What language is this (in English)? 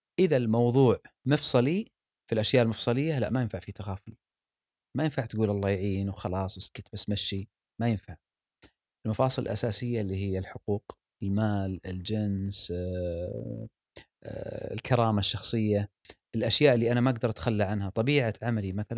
Gulf Arabic